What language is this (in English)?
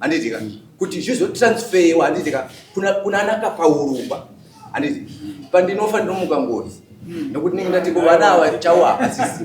Shona